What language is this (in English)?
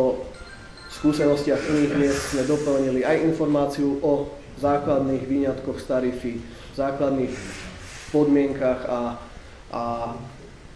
Slovak